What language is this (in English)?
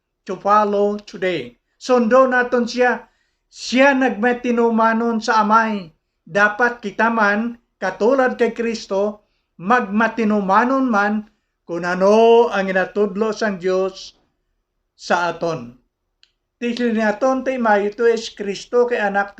Hiligaynon